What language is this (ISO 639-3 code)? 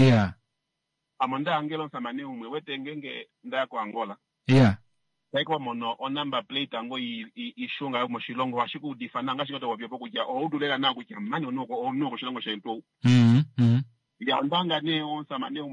kua